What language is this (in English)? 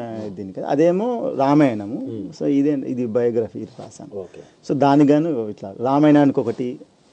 Telugu